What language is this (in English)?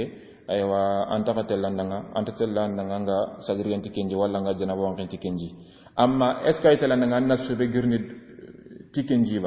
Soninke